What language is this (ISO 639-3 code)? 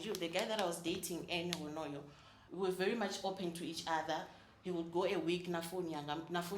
ven